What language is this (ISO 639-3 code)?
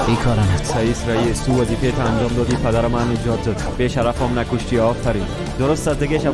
tgk